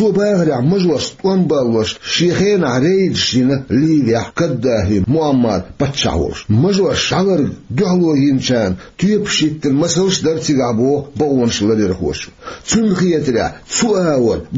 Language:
Chechen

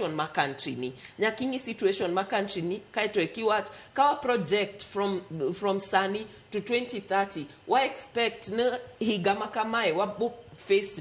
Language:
Luo (Kenya and Tanzania)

